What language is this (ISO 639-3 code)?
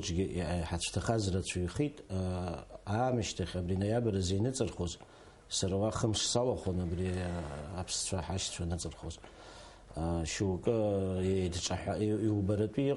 abk